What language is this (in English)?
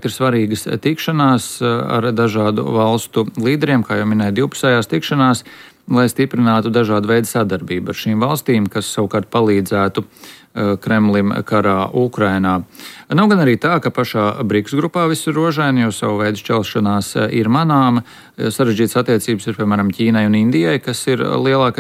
Latvian